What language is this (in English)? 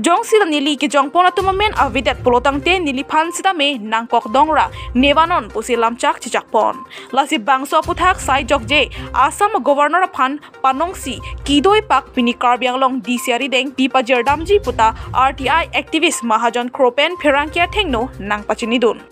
Karbi